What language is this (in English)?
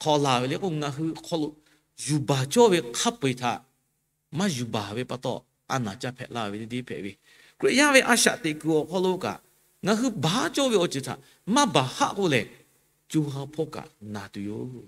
Lahu